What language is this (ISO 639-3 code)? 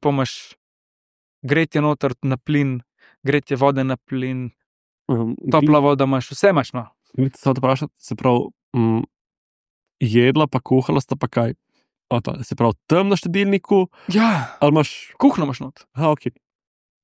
slv